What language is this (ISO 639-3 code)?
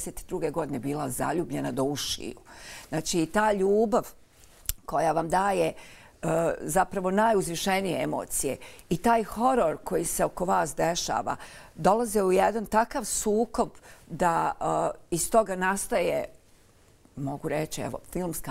bos